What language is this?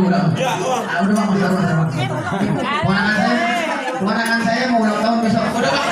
Betawi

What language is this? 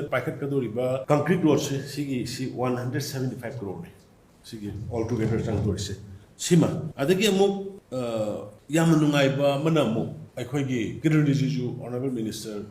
Manipuri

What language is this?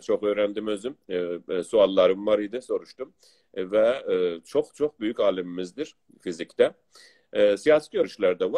South Azerbaijani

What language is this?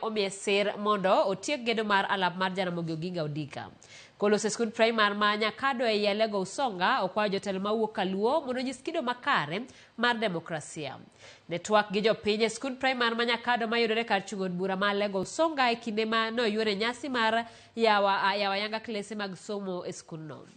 Luo (Kenya and Tanzania)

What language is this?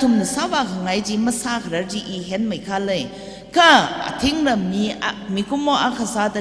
Tangkhul Naga (India)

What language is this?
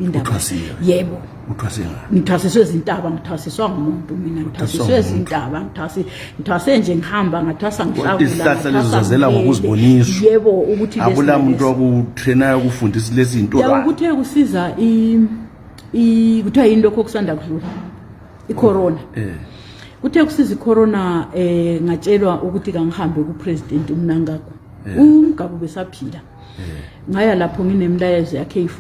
Zulu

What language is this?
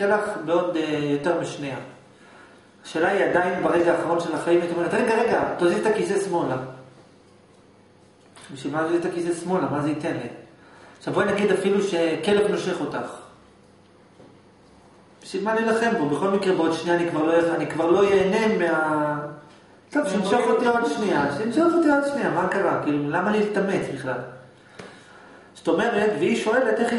Hebrew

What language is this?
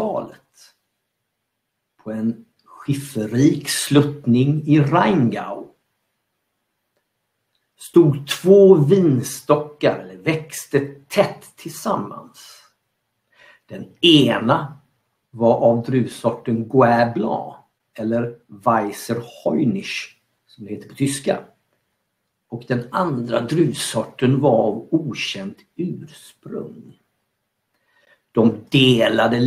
Swedish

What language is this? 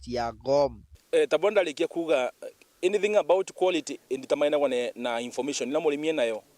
Meru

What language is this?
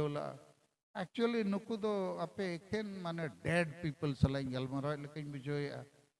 Santali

